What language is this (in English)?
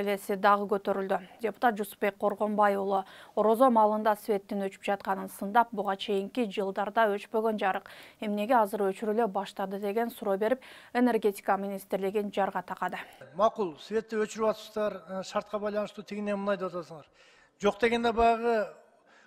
Kyrgyz